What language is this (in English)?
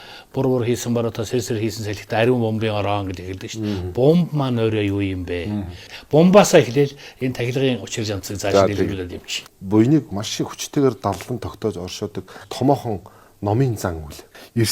Mongolian